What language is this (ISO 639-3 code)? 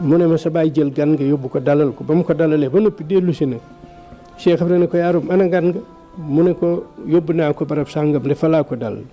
wol